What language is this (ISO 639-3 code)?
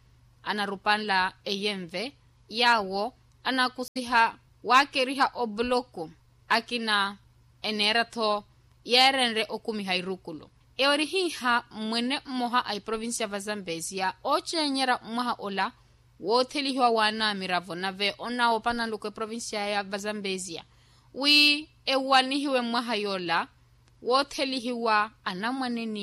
vmw